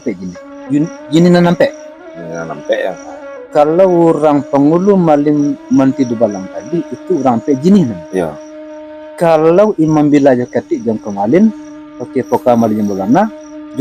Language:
Minangkabau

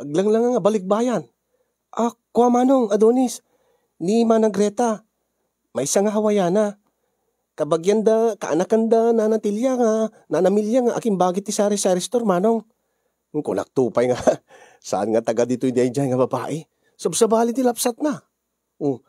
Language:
Iloko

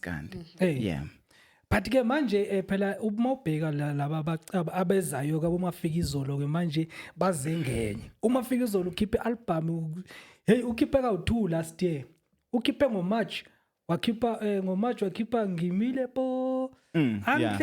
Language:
Zulu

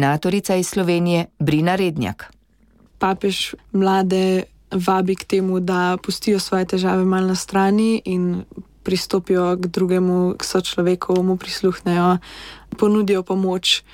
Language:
Slovenian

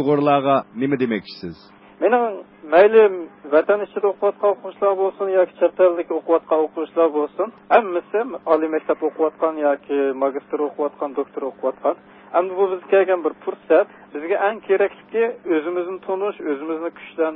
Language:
Uyghur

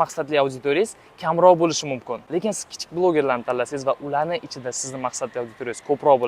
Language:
Uzbek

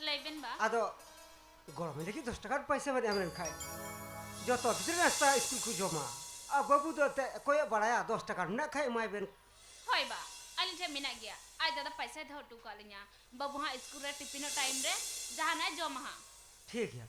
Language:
Santali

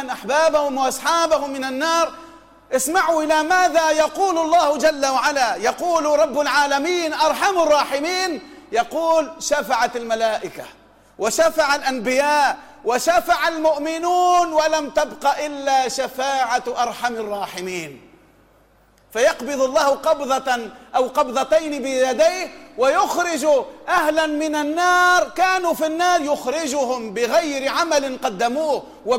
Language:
Tunisian Arabic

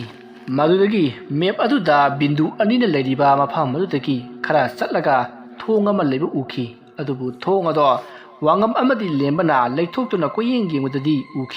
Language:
Manipuri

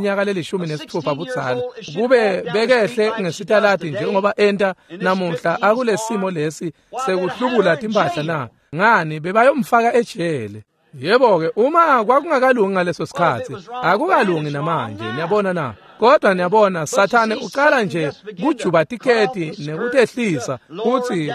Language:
Swati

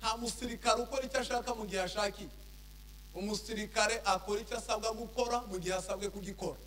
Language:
Kinyarwanda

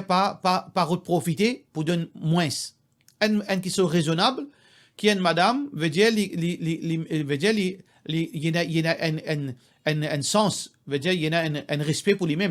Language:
Morisyen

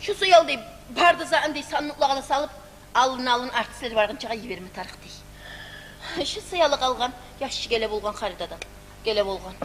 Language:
Kumyk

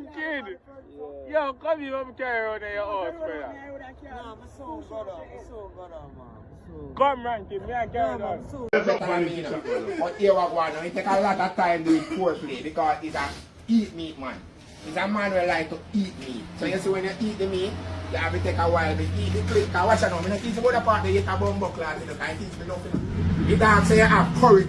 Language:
Jamaican Creole English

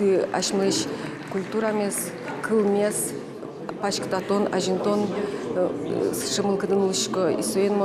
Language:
Udmurt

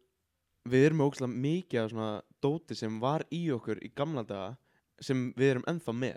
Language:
Icelandic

